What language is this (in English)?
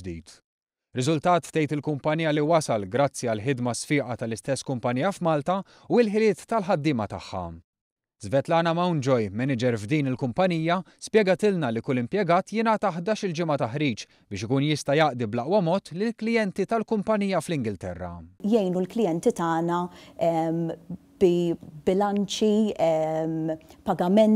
Maltese